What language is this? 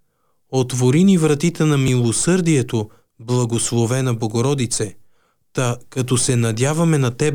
Bulgarian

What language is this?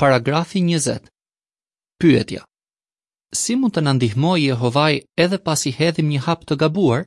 Albanian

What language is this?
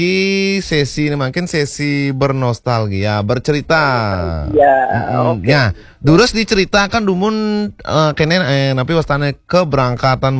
Balinese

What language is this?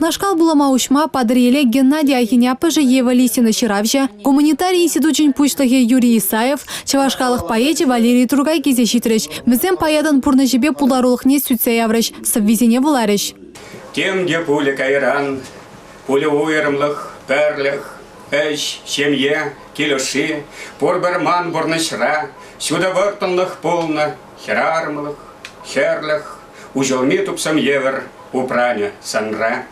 Chuvash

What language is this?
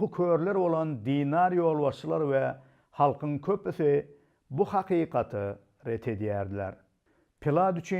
Turkmen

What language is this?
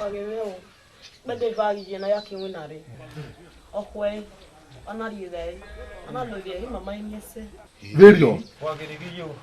Bini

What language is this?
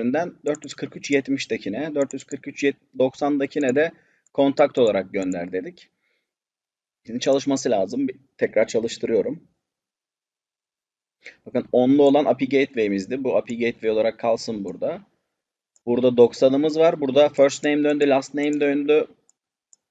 Turkish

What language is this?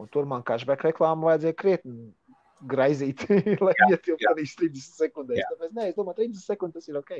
Latvian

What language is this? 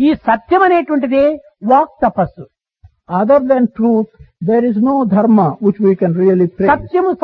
Telugu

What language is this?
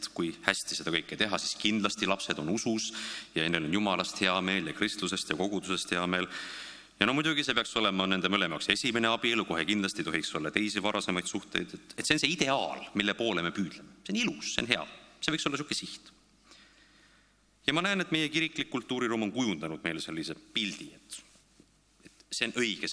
Estonian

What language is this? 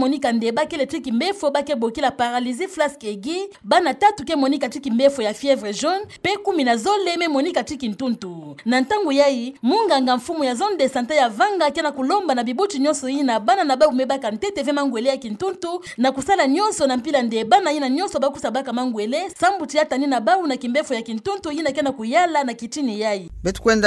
Kituba (Democratic Republic of Congo)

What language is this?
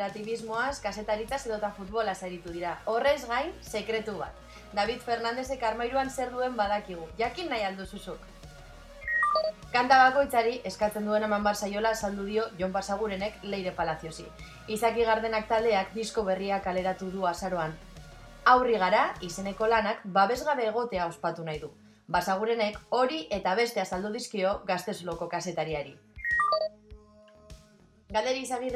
Basque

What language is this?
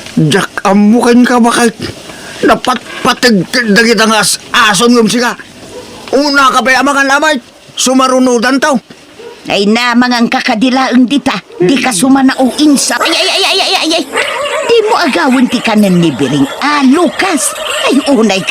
Iloko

